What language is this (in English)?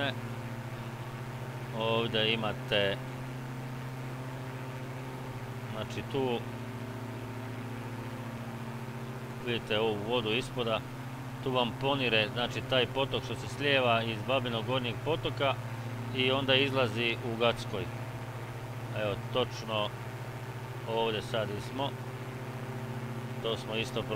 Croatian